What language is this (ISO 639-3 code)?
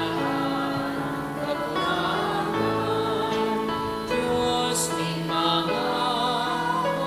bik